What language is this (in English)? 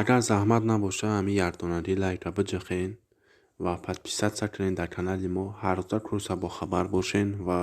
Tajik